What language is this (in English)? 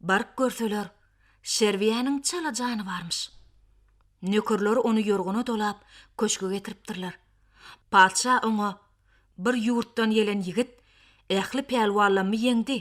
Turkmen